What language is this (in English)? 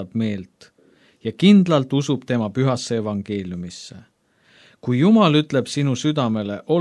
Estonian